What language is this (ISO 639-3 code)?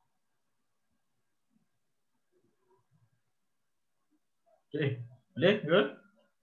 msa